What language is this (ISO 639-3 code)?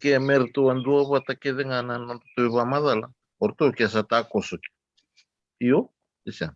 fij